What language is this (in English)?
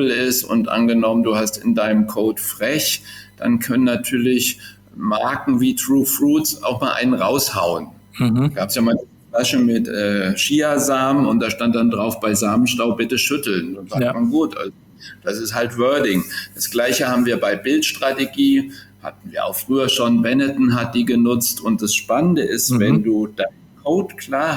German